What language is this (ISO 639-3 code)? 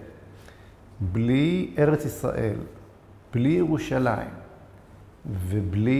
heb